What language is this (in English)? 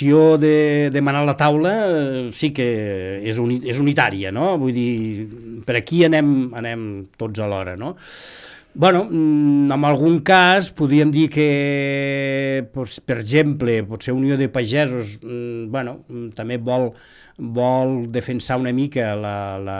Catalan